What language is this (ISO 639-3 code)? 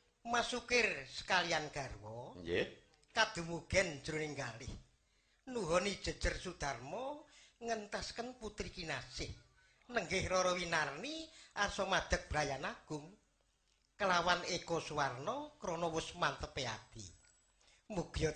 jav